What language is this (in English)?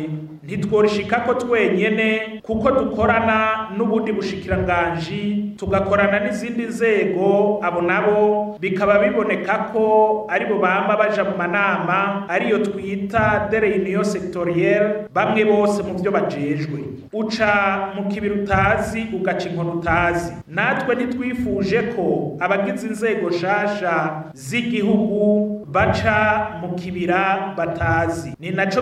Rundi